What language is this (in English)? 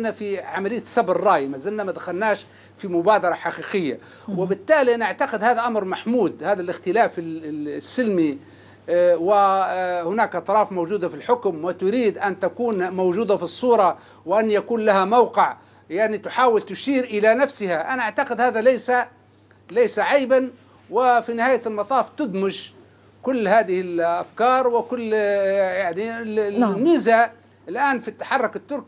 Arabic